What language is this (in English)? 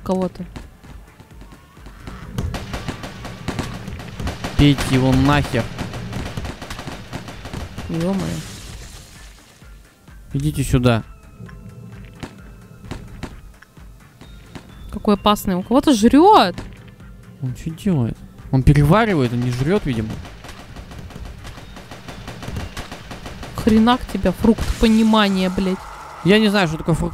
Russian